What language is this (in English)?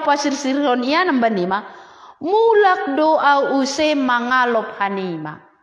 Batak Simalungun